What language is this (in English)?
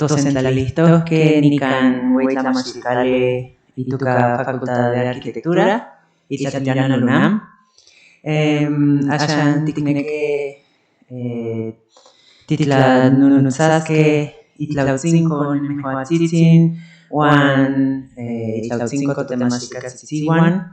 Central Nahuatl